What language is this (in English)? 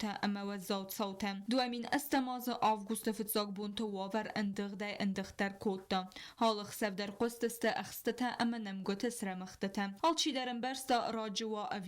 Ossetic